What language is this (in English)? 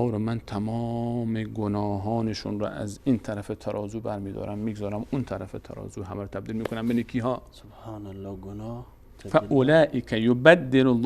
Persian